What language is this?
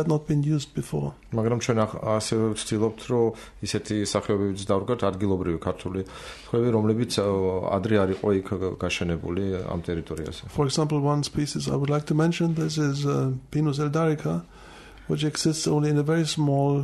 Georgian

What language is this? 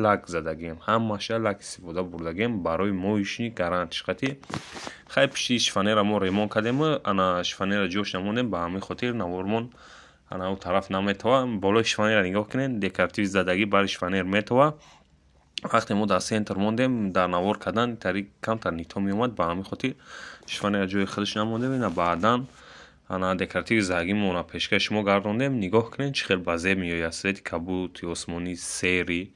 Tajik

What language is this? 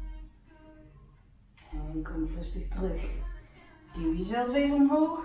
Dutch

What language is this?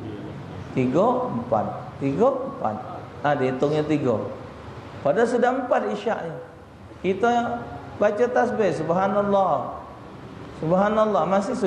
Musi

